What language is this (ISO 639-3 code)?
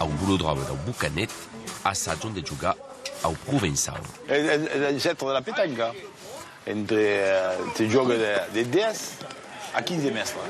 oci